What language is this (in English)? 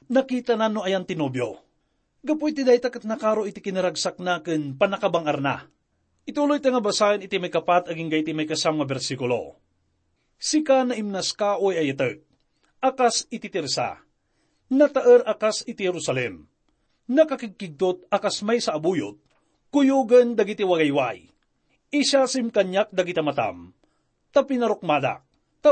Iloko